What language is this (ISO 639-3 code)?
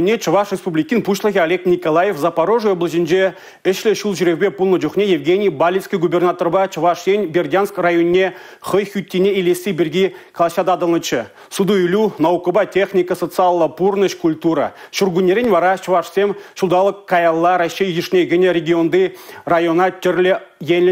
chv